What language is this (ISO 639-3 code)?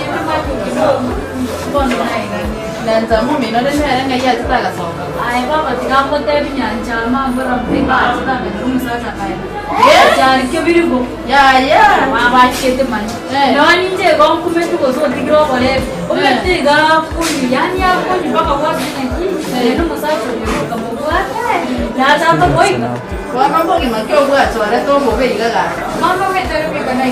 guz